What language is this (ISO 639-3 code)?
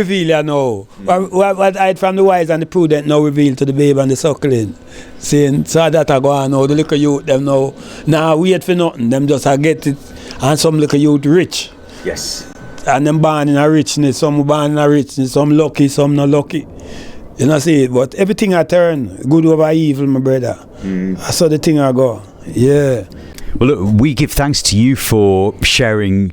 jam